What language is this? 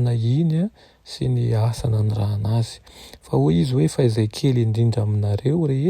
Malagasy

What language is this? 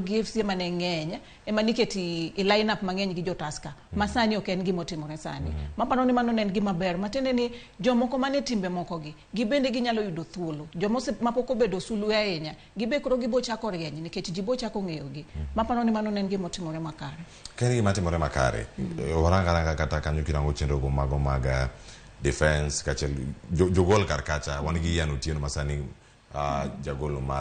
Luo (Kenya and Tanzania)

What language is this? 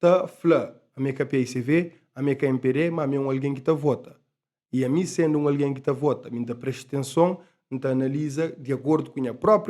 Kabuverdianu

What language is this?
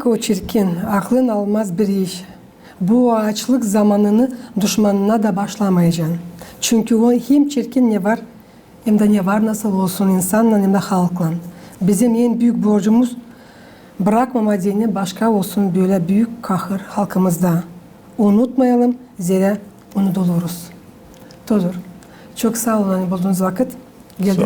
Gagauz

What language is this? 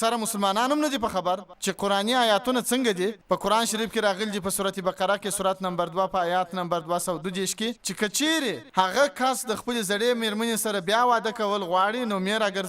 Pashto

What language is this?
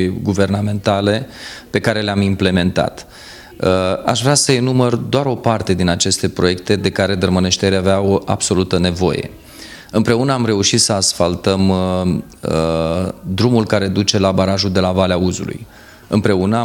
Romanian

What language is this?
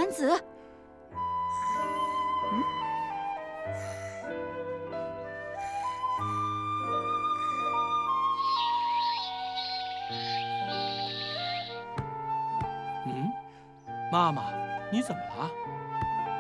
Chinese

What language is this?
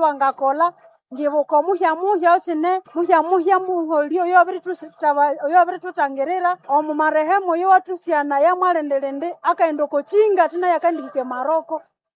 Nande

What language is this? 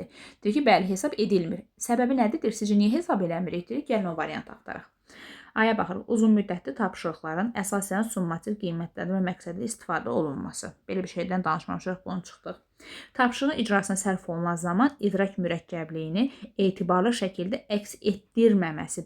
Azerbaijani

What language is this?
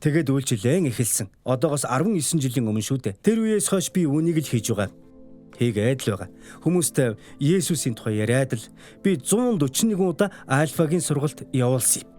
Mongolian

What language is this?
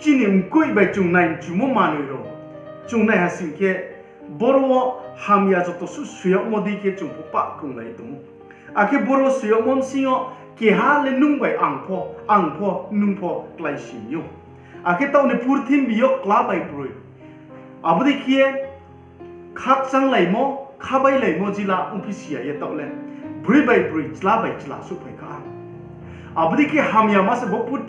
Riang (India)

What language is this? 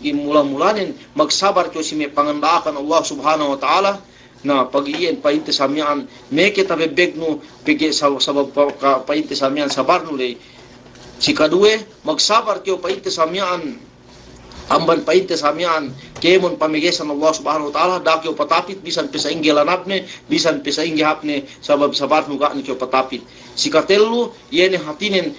Yakan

